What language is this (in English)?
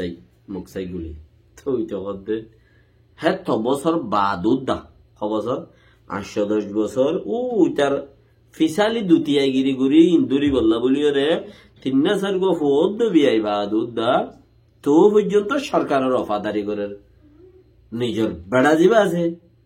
Rohingya